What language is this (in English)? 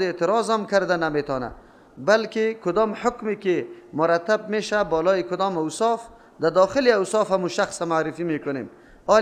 Persian